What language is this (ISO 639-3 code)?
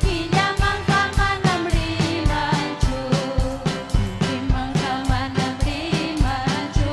quy